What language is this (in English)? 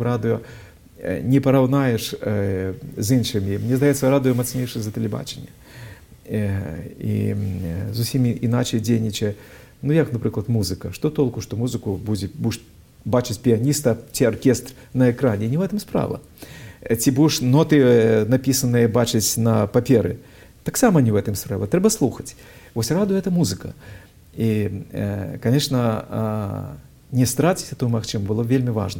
Belarusian